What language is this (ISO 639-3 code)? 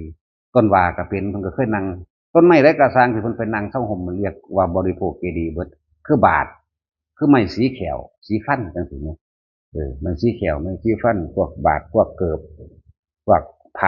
tts